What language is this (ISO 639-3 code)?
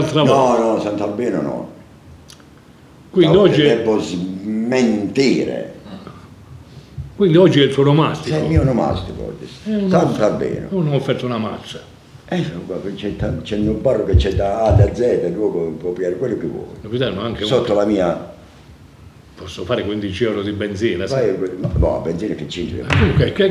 ita